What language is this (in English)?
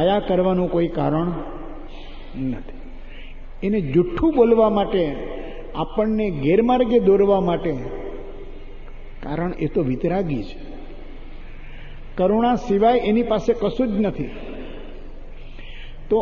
Gujarati